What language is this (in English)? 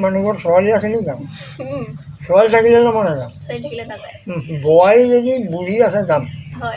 Assamese